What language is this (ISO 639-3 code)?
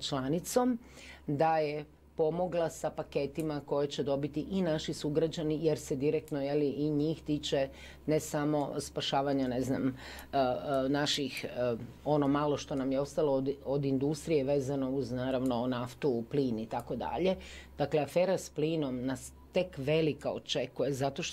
hrv